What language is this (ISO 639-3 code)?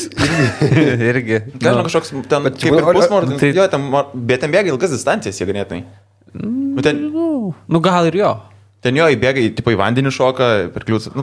lit